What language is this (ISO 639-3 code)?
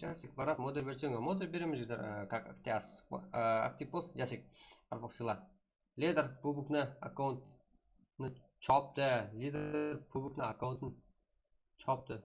kaa